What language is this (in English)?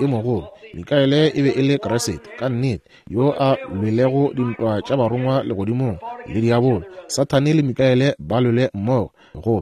Northern Sotho